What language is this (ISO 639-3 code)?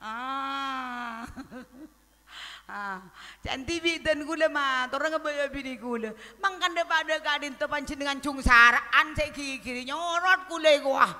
mad